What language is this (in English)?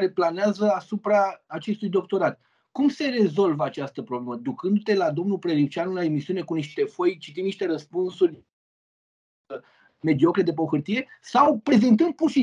Romanian